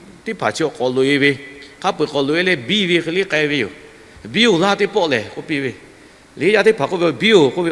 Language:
Lahu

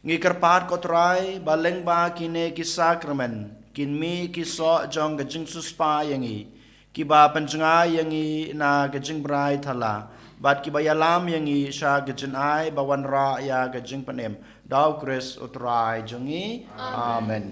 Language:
Khasi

